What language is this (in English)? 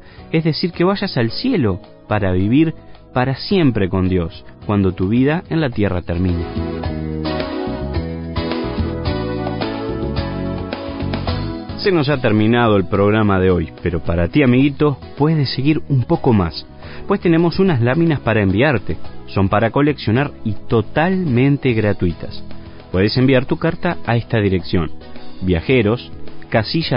Spanish